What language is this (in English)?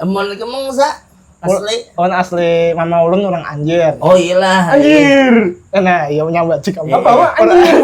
Banjar